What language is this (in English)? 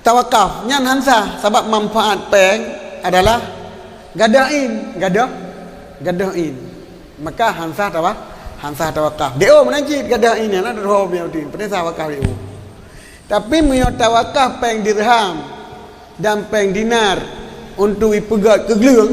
Achinese